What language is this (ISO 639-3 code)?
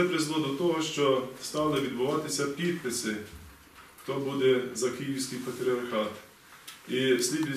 ukr